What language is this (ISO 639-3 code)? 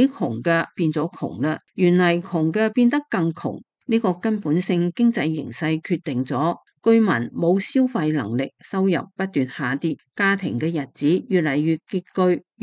yue